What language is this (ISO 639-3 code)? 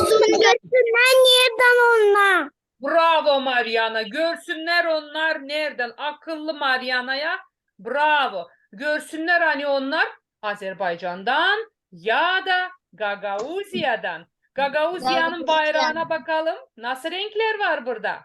gag